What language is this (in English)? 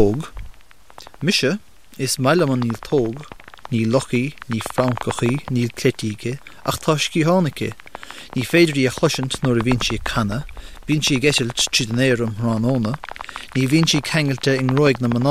Irish